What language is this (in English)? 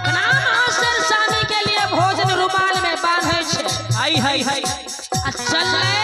Maithili